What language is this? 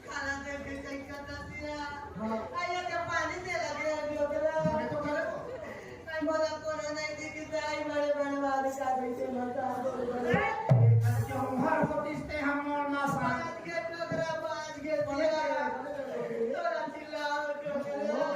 Chhattisgarhi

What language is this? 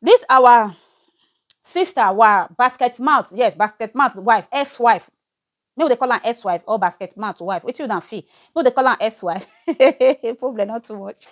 Nigerian Pidgin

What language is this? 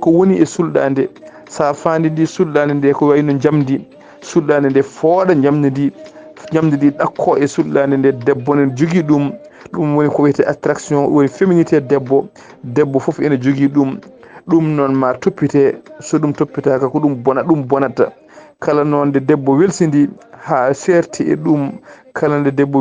Fula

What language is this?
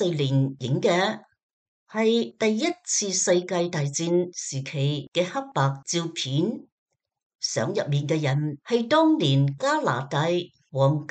Cantonese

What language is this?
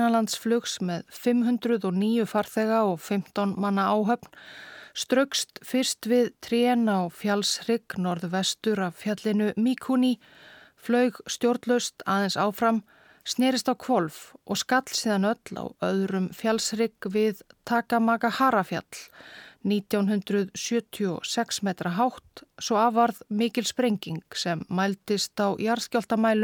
Icelandic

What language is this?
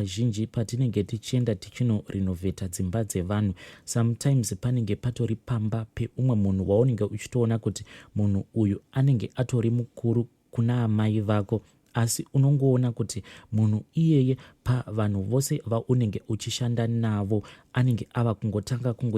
Shona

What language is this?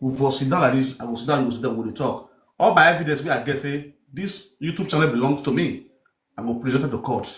Nigerian Pidgin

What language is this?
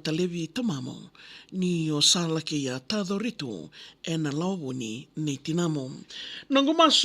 Fijian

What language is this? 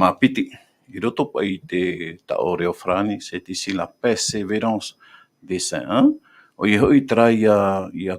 Tahitian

